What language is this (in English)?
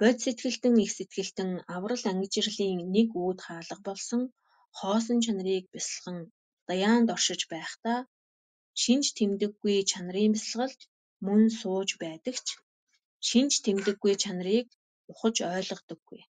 Mongolian